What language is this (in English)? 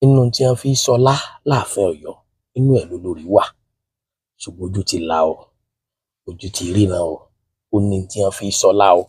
Yoruba